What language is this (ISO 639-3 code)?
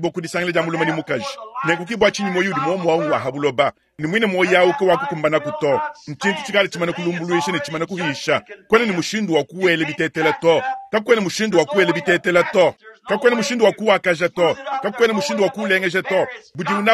lua